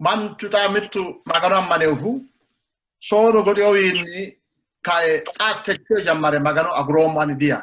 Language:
Sidamo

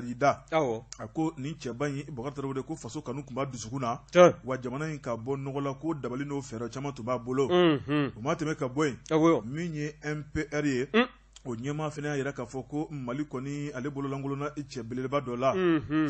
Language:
Bambara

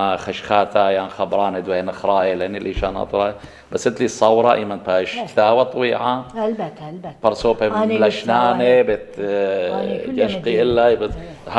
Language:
Assyrian Neo-Aramaic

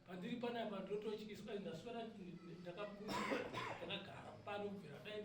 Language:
Shona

